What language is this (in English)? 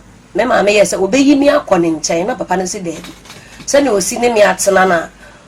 Akan